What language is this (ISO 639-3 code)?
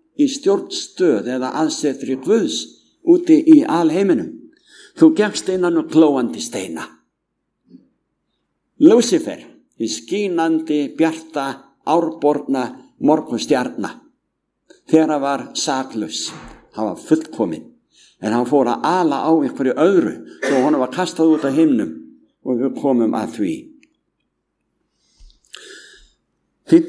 isl